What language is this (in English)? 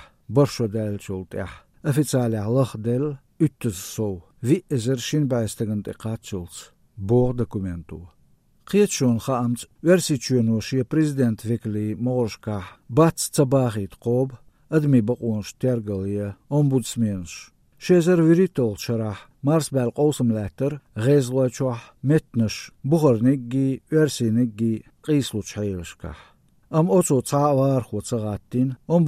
Azerbaijani